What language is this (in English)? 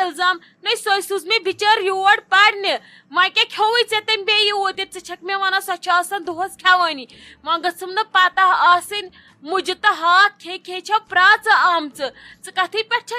Kashmiri